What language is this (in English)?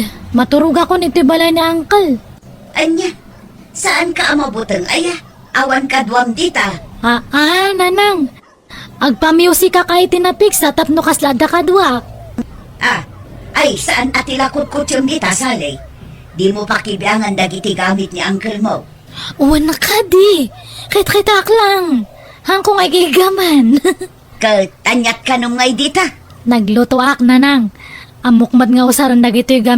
Iloko